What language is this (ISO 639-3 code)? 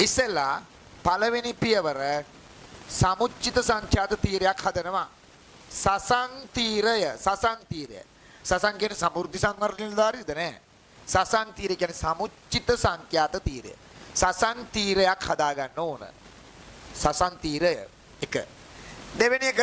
sin